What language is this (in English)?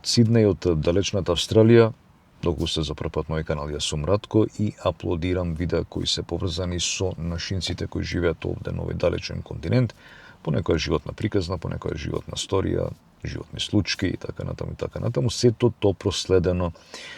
Macedonian